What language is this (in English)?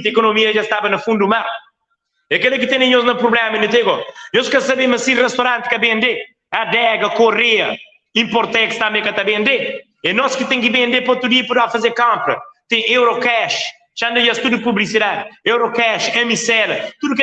Kabuverdianu